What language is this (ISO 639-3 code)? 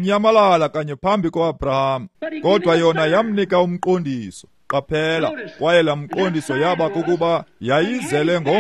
xho